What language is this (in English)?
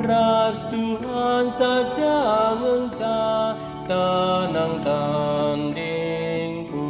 Batak Karo